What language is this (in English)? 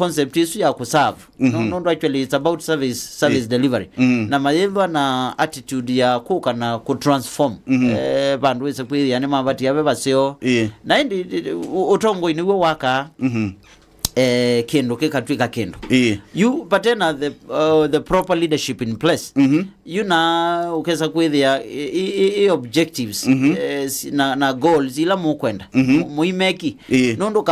Kamba